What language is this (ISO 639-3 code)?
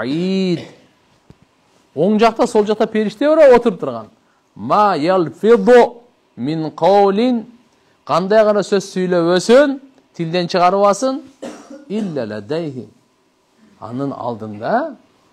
kir